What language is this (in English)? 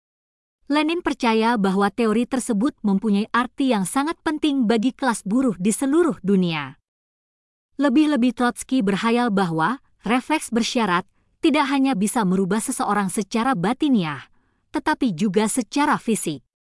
Indonesian